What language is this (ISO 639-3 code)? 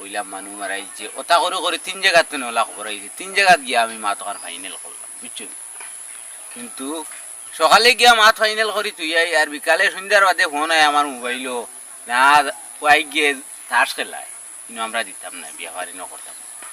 syl